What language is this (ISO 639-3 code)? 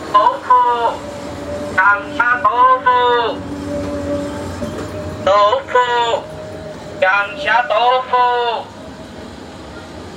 vie